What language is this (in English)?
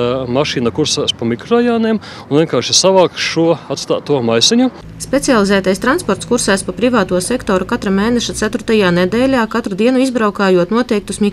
Latvian